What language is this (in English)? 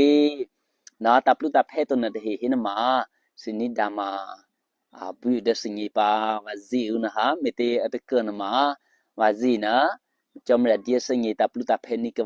Eastern Kayah